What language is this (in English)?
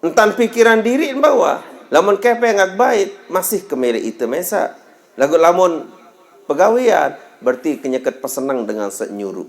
Sasak